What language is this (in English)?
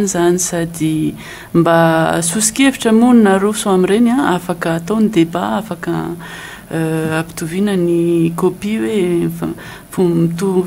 Malagasy